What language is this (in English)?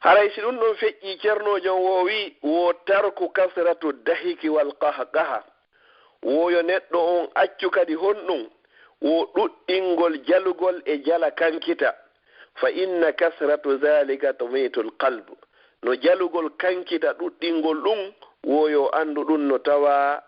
Fula